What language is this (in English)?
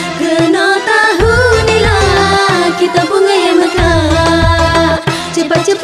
Malay